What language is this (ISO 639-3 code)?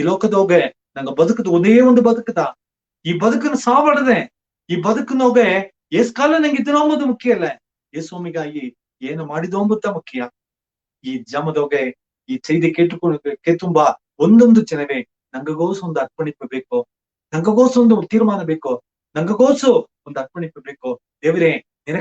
bfq